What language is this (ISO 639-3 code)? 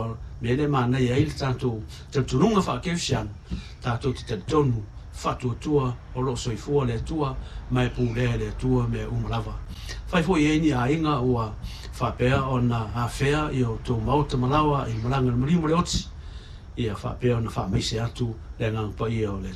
smo